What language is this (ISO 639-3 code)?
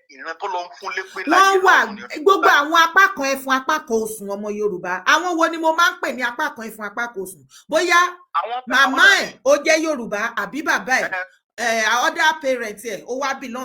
yor